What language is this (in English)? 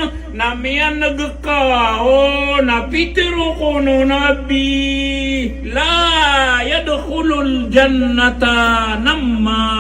Maranao